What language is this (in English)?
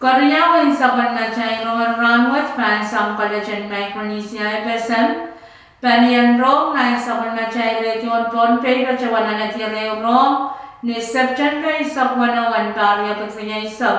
Pohnpeian